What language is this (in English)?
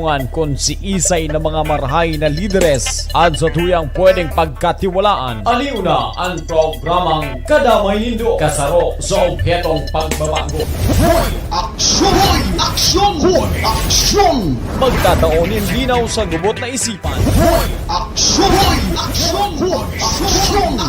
Bikol